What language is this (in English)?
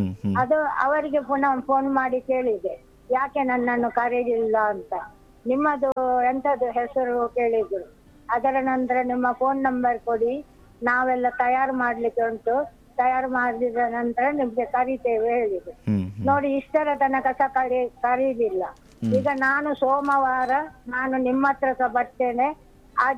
Kannada